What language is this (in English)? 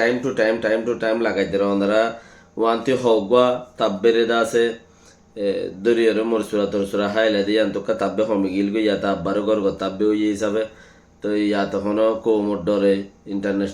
Rohingya